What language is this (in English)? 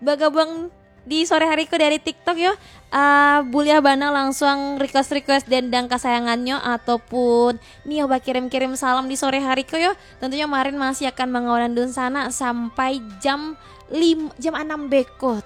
Minangkabau